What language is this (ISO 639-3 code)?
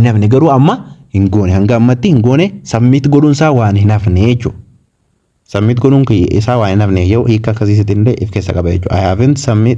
orm